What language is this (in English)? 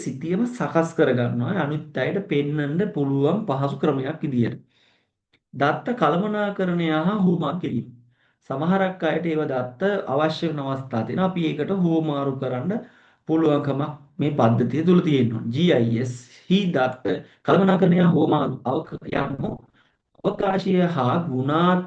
Sinhala